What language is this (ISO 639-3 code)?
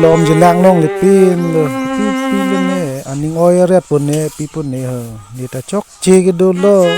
mjw